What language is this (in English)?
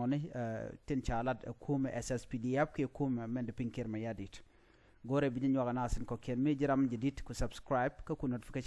Nuer